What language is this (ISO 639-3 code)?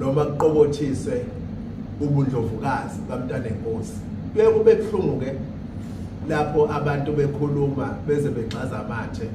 zul